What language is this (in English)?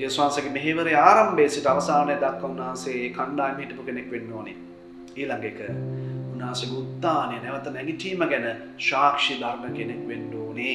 Sinhala